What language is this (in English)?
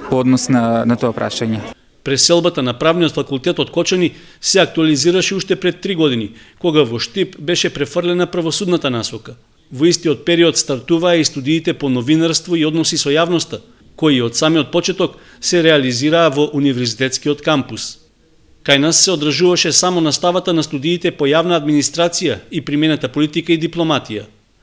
Macedonian